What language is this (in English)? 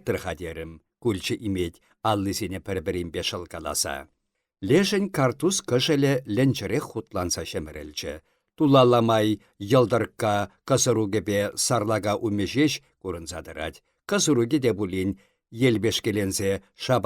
Chuvash